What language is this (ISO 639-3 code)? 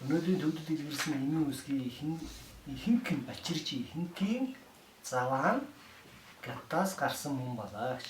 mon